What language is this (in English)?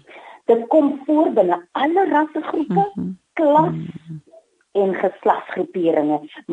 Afrikaans